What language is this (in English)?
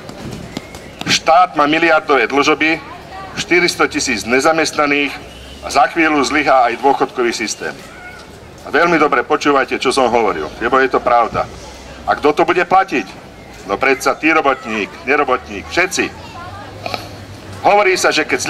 Slovak